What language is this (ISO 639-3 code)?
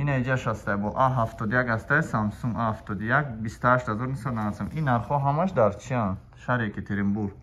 tgk